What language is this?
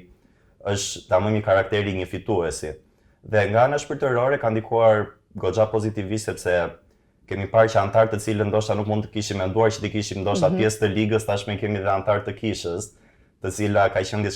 Albanian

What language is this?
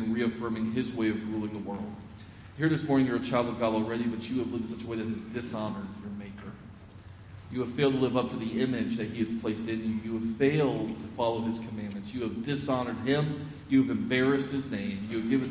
English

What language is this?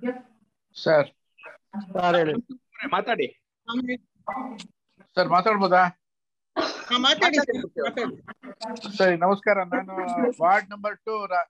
Kannada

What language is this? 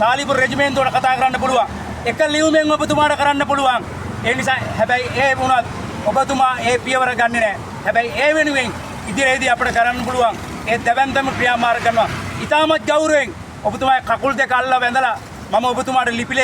Sinhala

